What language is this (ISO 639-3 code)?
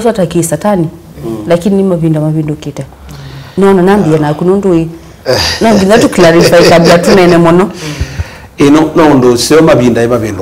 kam